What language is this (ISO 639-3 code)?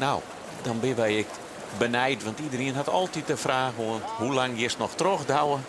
fry